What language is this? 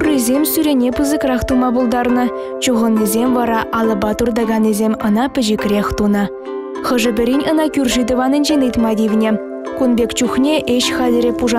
Chuvash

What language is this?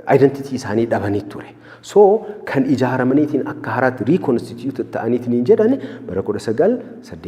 Oromo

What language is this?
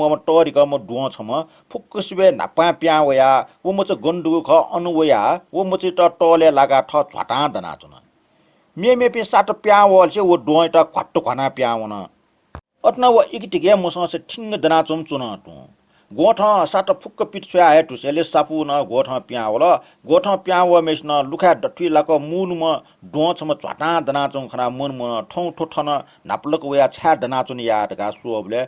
Newari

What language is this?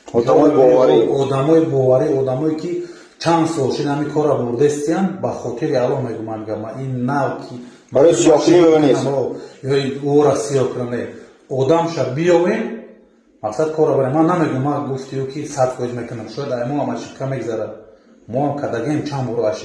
Tajik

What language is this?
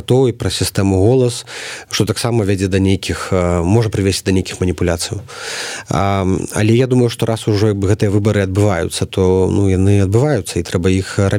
Belarusian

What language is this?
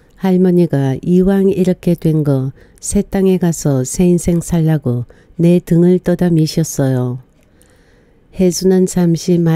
Korean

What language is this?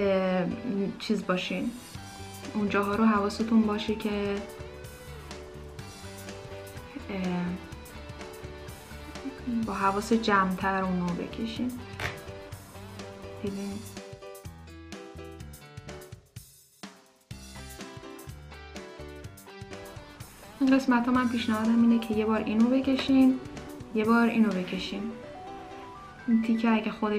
Persian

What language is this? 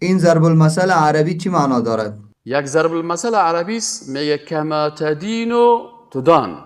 Persian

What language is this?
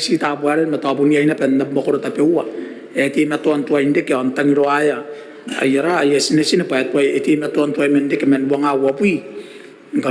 Gilbertese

